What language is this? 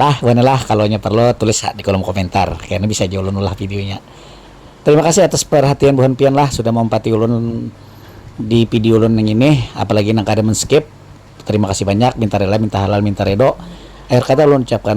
Banjar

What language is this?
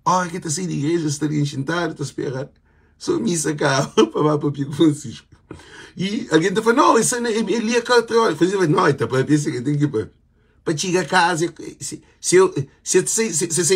Kabuverdianu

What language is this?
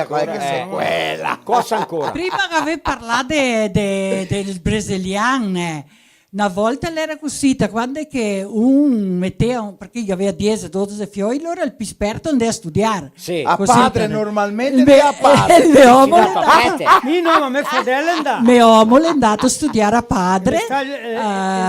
Venetian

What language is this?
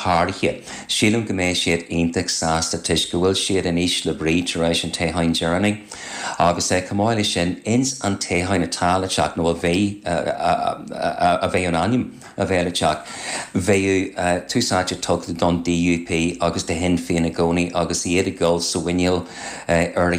Irish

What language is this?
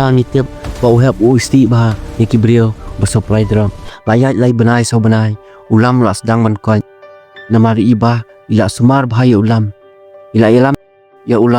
Khasi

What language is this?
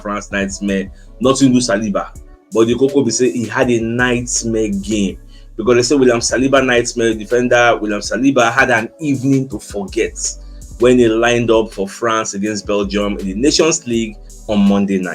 Nigerian Pidgin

